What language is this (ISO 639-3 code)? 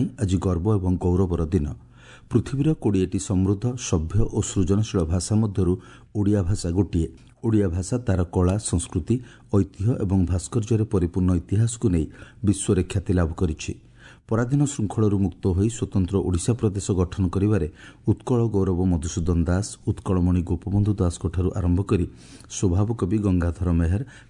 ori